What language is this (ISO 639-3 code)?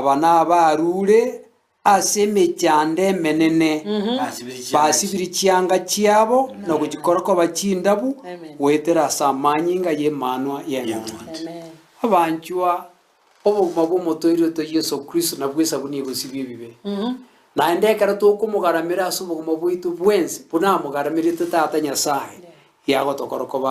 guz